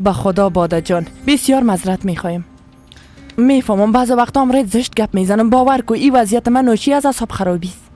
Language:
Persian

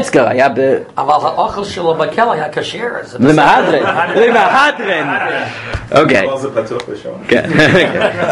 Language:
Hebrew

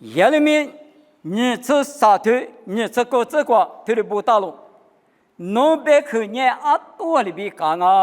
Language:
Lisu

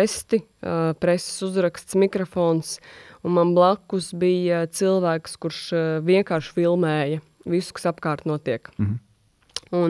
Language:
Latvian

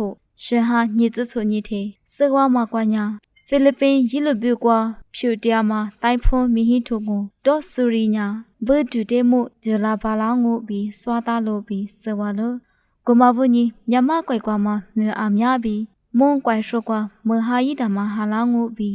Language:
Lisu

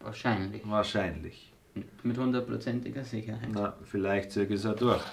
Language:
Bavarian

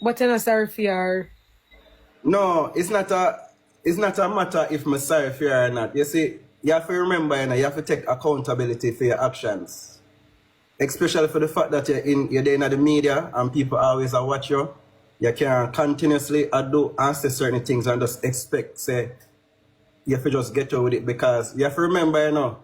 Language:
Jamaican Creole English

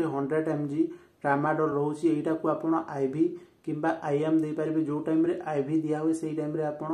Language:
Odia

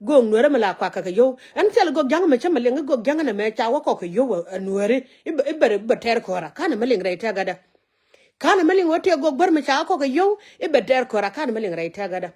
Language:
Nuer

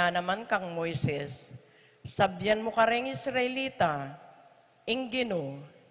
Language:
Pampanga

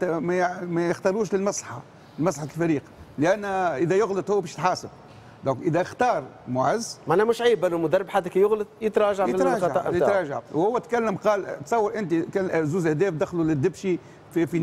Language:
Tunisian Arabic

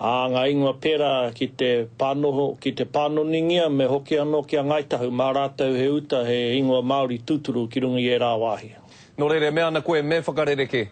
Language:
Māori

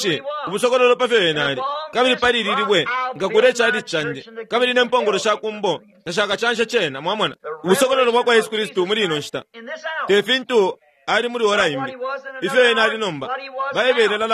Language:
Bemba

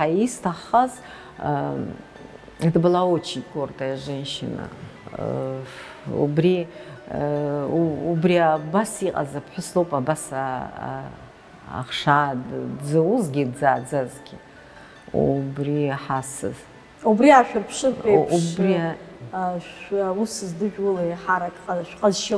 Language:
Abkhazian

